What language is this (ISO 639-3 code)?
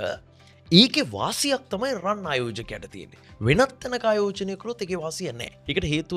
sin